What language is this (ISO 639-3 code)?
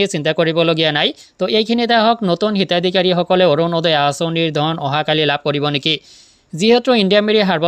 asm